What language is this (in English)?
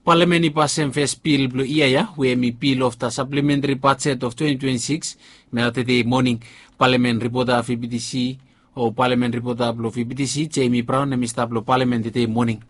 Bislama